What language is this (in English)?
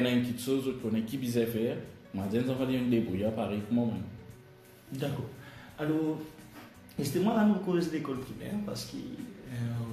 Morisyen